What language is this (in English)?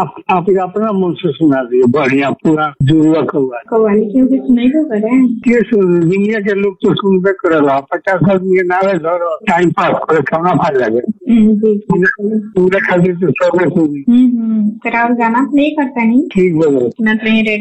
Bhojpuri